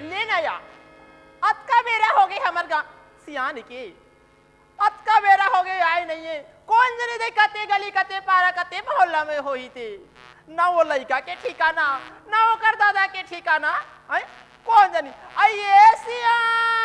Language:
Chhattisgarhi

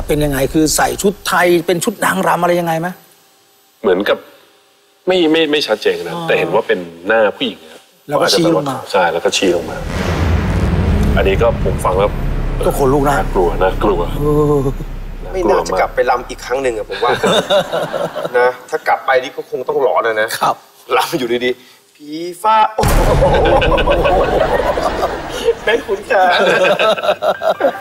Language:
Thai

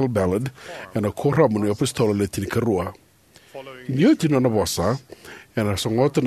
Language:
Fijian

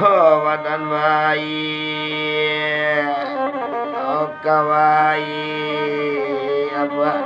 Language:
Minangkabau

